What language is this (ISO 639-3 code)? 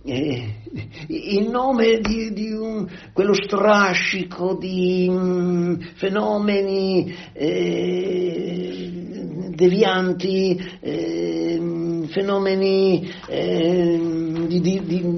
ita